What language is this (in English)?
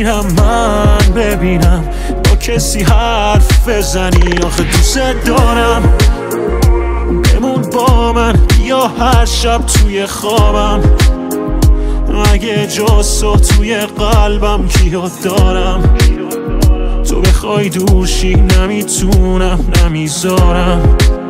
Persian